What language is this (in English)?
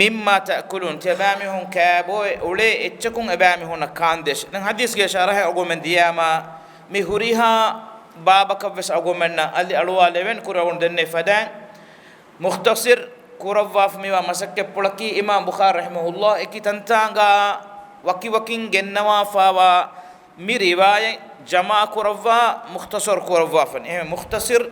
Divehi